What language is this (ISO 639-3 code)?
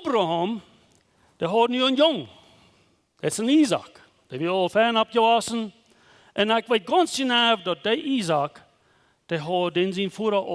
pdt